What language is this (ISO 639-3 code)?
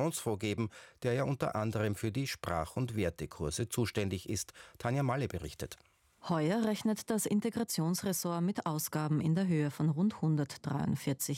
deu